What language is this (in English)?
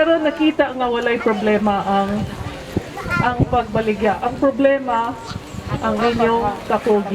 Cebuano